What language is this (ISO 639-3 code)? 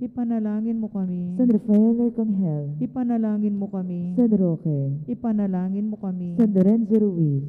pam